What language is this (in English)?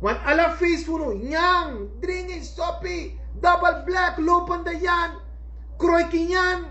Sranan Tongo